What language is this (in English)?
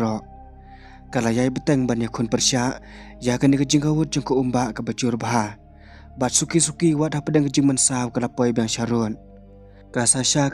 Khasi